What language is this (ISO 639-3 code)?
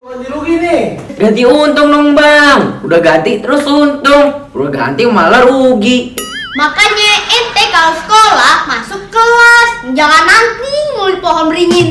bew